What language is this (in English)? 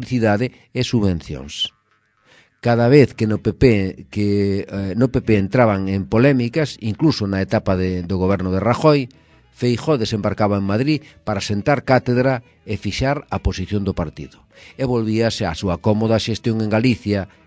Galician